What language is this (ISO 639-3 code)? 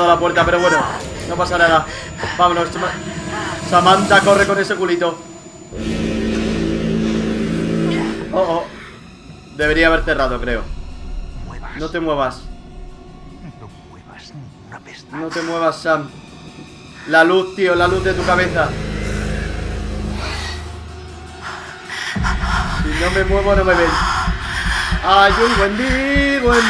spa